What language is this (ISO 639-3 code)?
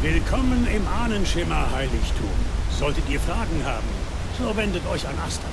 bar